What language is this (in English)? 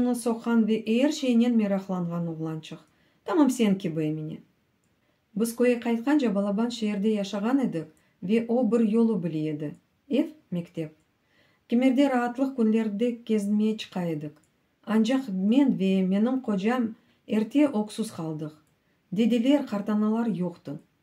Crimean Tatar